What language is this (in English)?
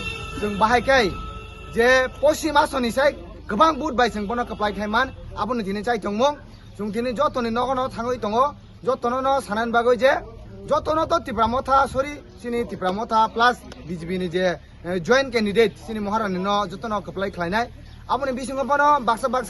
Kok Borok